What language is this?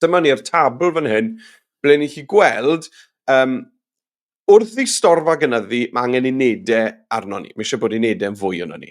Welsh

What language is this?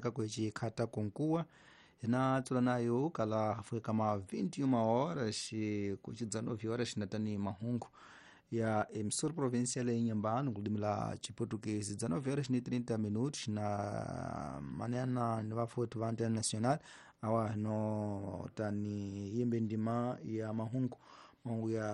Tsonga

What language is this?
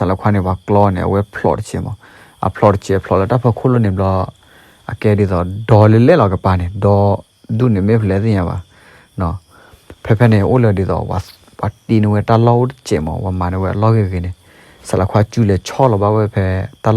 S'gaw Karen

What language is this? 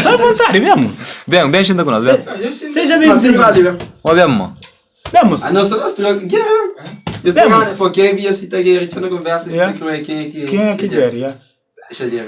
Kabuverdianu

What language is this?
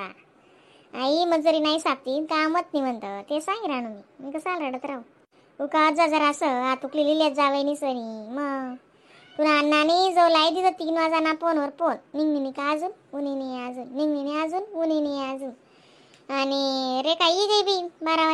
Khandesi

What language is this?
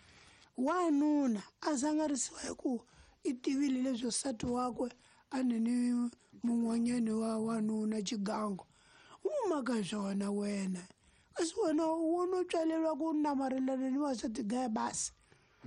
Tsonga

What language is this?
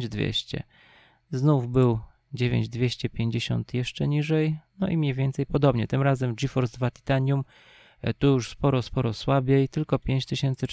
Polish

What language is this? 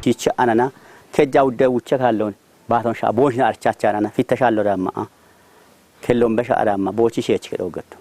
Kafa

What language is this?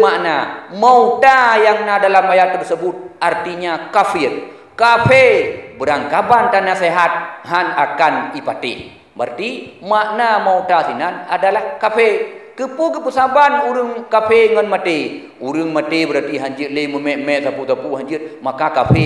Achinese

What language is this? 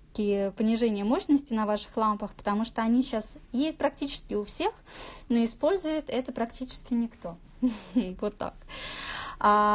Russian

